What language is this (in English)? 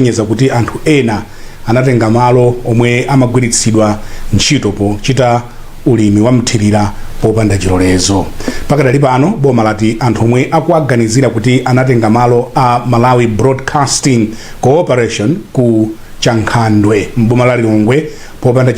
Nyanja